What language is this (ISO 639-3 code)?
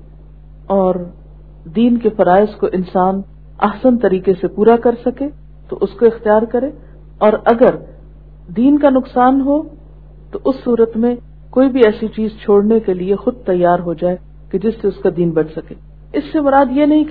urd